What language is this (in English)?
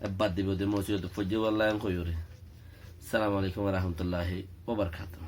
Rohingya